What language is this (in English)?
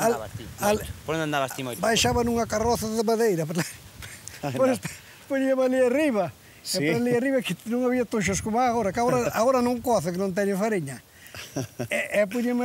Galician